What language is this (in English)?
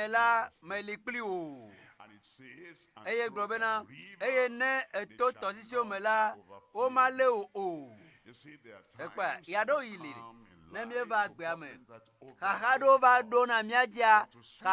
Ewe